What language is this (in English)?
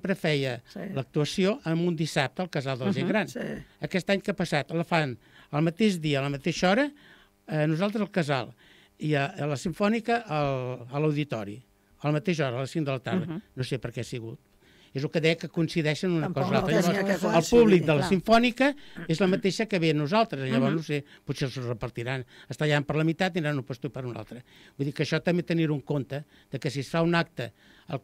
Catalan